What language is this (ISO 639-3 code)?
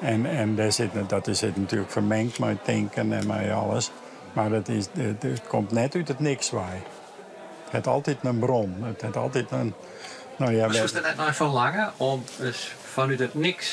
fry